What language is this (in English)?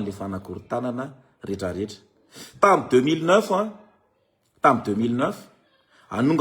Malagasy